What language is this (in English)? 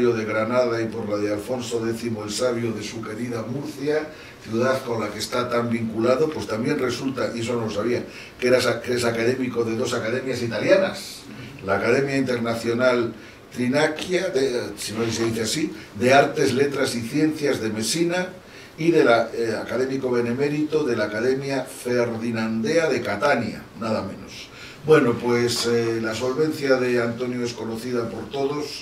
Spanish